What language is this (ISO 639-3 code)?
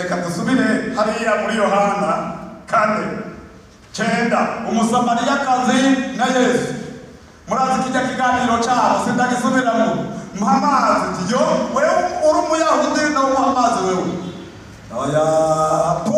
run